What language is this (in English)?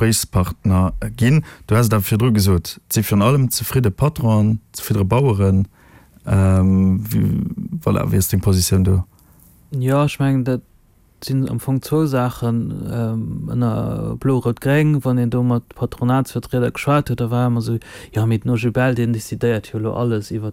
Luxembourgish